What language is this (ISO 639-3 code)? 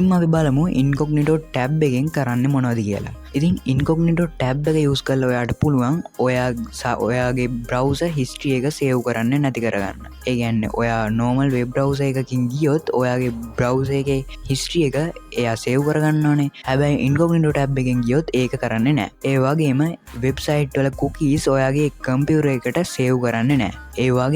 sin